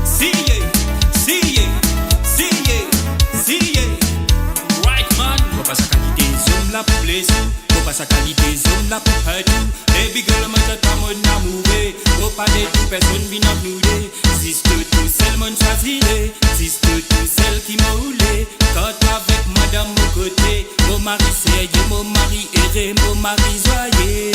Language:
Morisyen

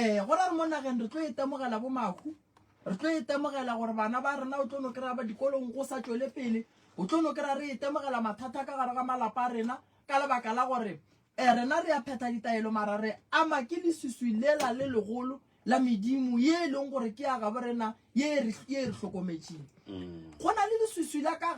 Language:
Northern Sotho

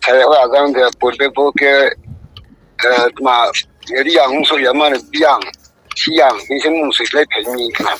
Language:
Riang (India)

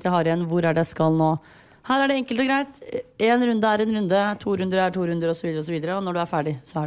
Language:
Norwegian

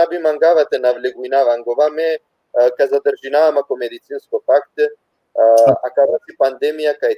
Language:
Balkan Romani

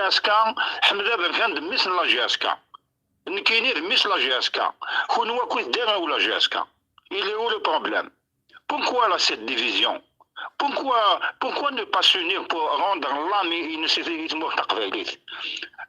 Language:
Kabyle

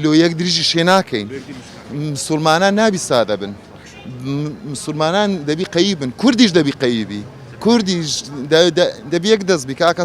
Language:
Central Kurdish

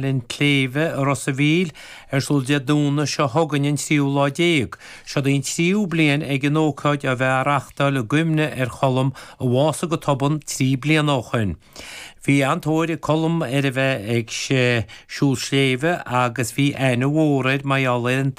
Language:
Irish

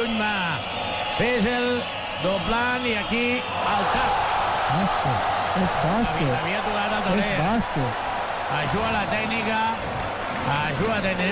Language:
Catalan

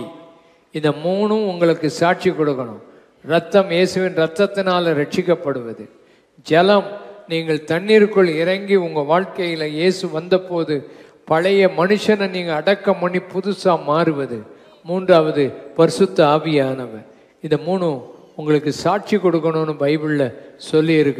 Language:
Tamil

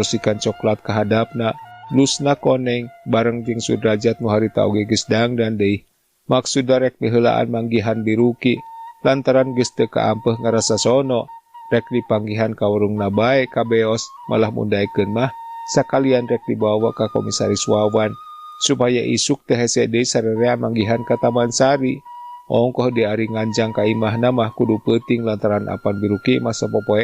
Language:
Sundanese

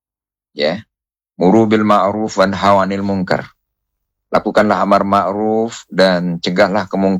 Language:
Indonesian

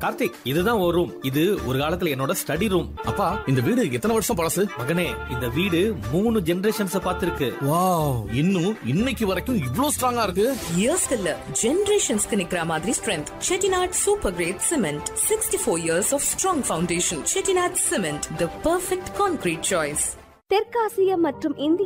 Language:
Tamil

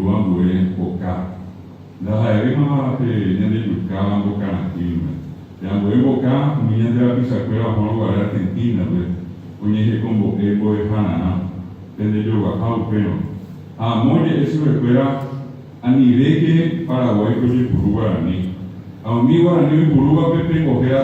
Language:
Guarani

